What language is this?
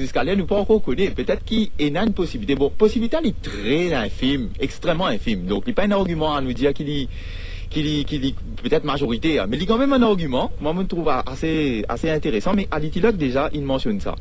Morisyen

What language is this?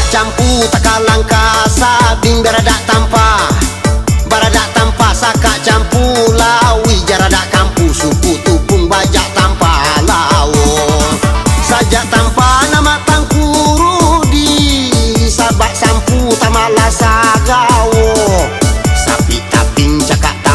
Minangkabau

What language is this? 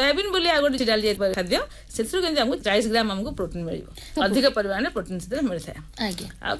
Odia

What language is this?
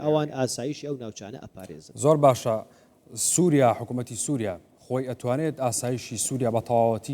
Central Kurdish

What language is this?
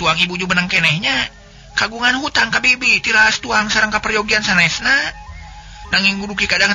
Sundanese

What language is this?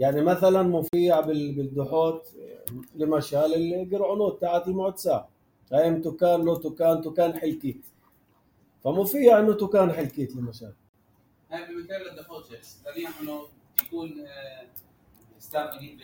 North Levantine Arabic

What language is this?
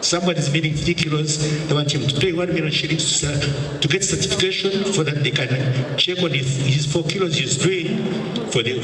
Ganda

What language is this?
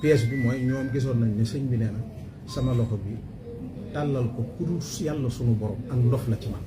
Wolof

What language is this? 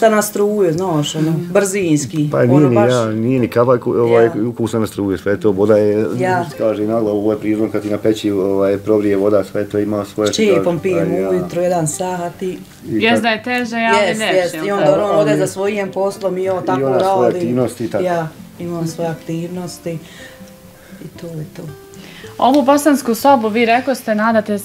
Bosnian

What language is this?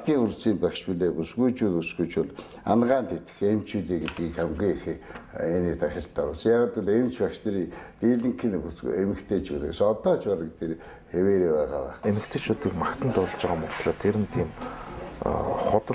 Mongolian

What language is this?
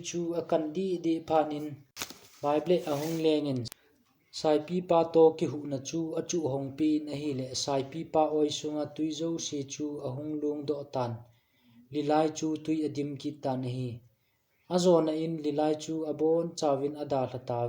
Thado Chin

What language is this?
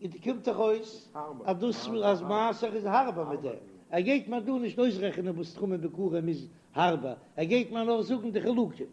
Yiddish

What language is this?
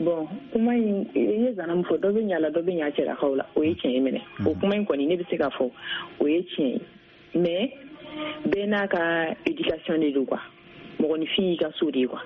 Bambara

